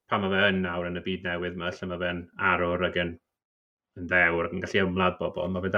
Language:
Welsh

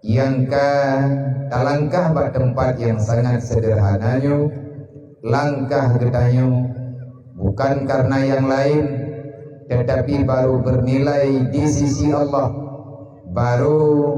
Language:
Achinese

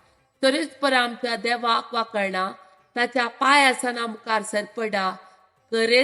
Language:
Konkani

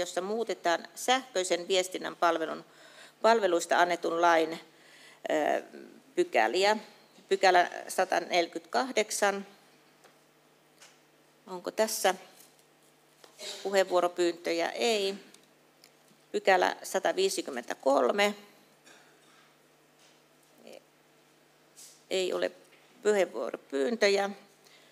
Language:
Finnish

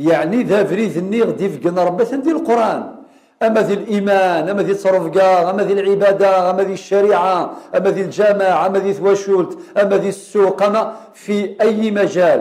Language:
Kabyle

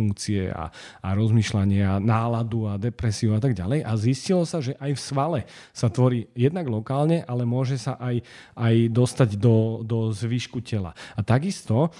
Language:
Slovak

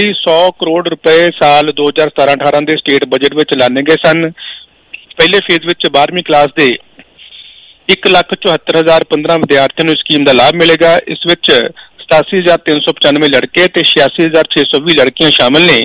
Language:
Punjabi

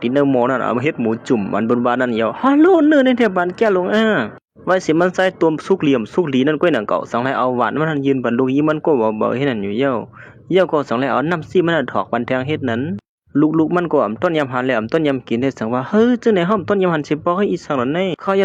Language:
Shan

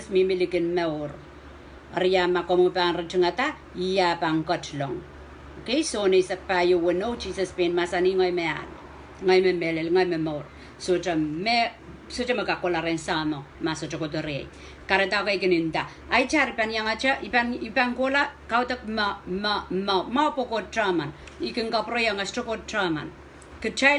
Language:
Pohnpeian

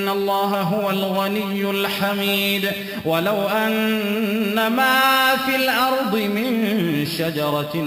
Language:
Arabic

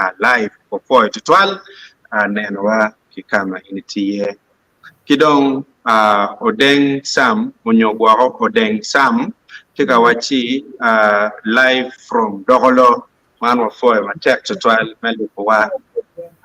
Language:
Acoli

